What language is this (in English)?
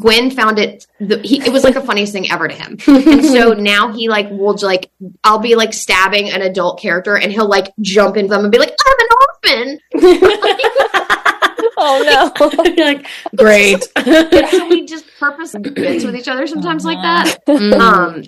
English